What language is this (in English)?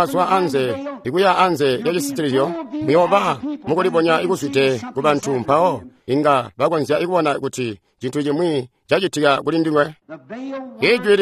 Tonga (Zambia)